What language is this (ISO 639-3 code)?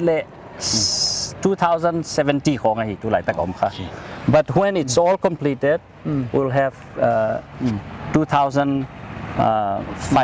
pck